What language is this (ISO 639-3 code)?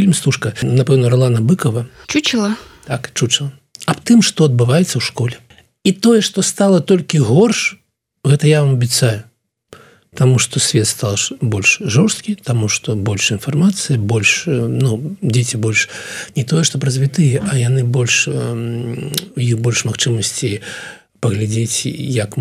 bel